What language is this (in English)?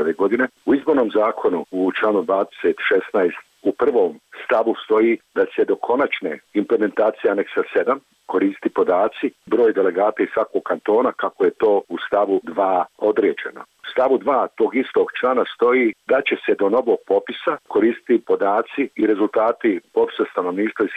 Bosnian